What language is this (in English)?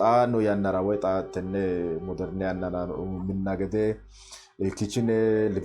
Sidamo